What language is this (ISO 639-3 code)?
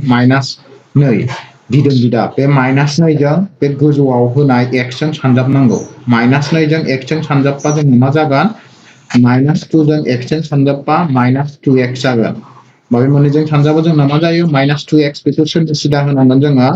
brx